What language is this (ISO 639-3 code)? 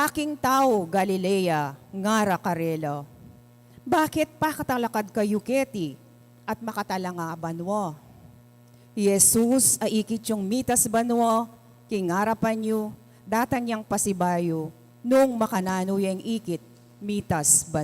pam